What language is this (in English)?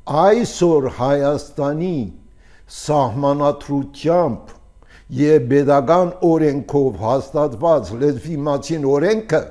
Armenian